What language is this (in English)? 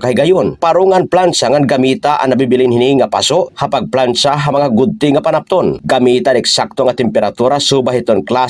Waray